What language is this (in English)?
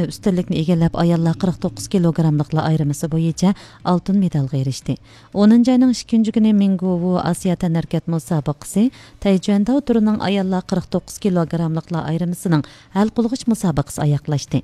Uyghur